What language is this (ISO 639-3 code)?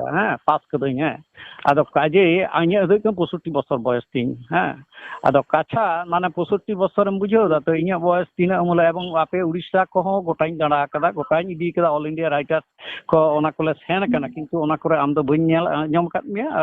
sat